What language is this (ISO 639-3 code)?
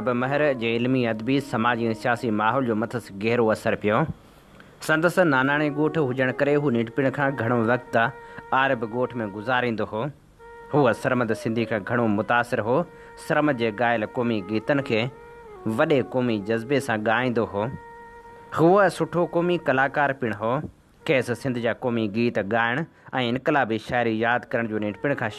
snd